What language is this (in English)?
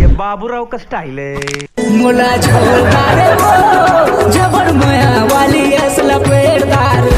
Chhattisgarhi